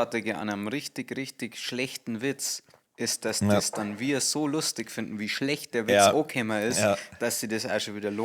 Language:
Bavarian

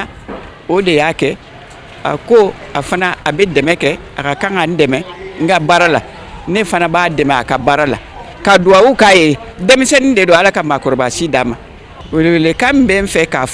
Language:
Bambara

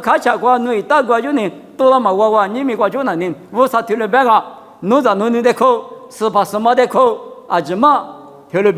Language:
Lisu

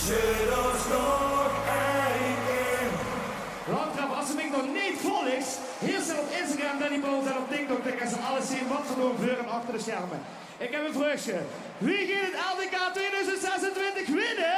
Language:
Limburgish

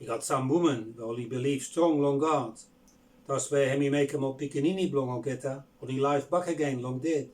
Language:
Bislama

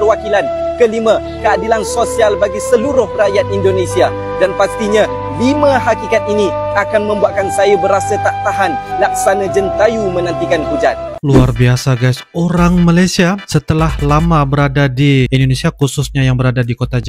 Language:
Malay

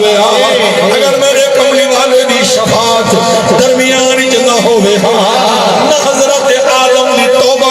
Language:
Saraiki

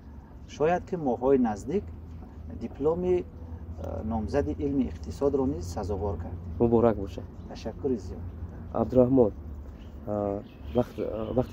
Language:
Tajik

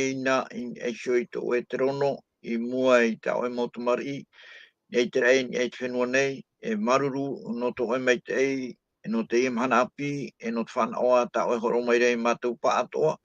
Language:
Tahitian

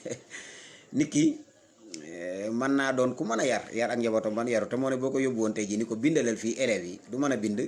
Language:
Wolof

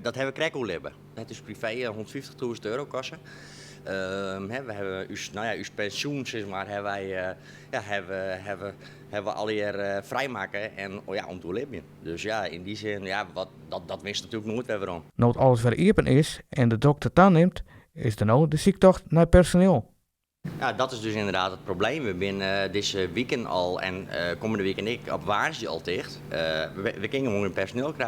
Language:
Western Frisian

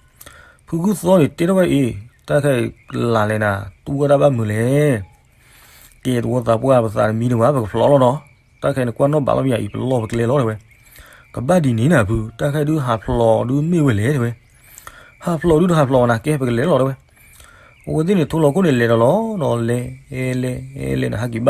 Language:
S'gaw Karen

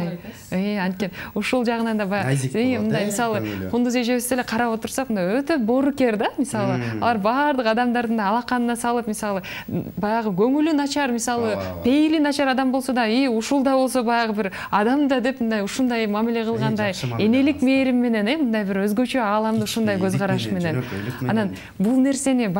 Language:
Kyrgyz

